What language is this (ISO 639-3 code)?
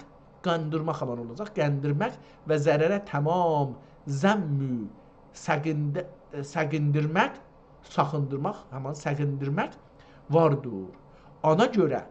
azb